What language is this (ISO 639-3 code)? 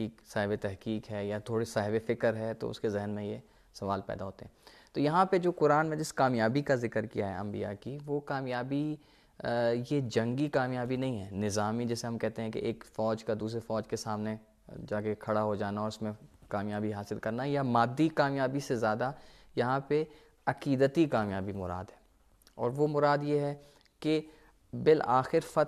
urd